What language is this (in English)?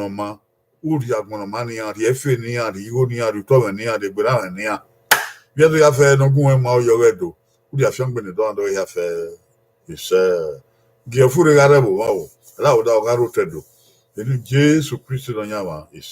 Bini